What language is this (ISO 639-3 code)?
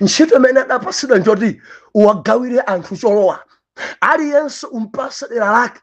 nya